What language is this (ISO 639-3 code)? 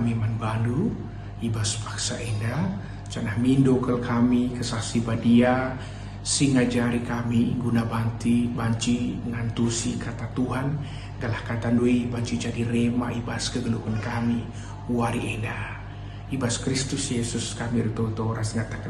btx